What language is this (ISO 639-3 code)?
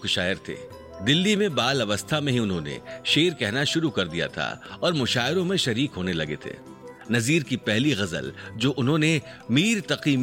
hin